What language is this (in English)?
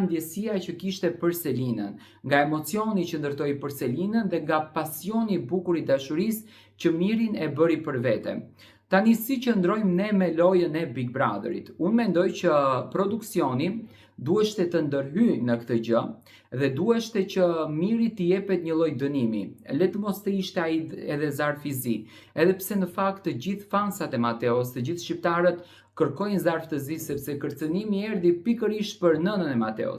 Albanian